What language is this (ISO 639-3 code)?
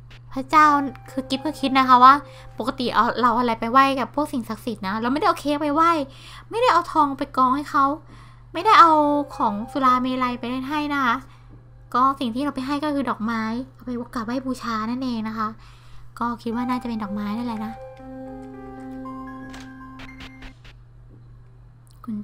tha